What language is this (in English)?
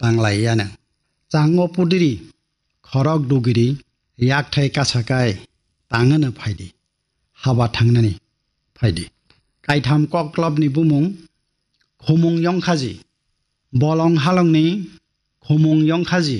Kok Borok